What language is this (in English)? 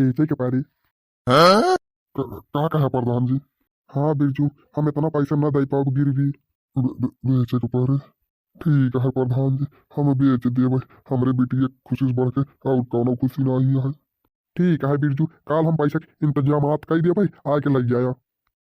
Bhojpuri